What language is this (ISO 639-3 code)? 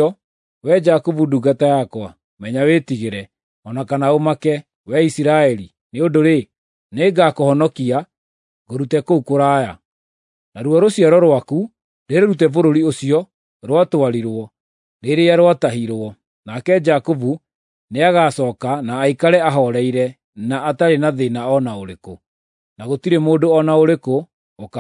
kik